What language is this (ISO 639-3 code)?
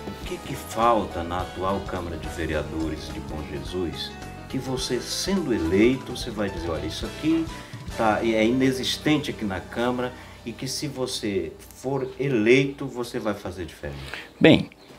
por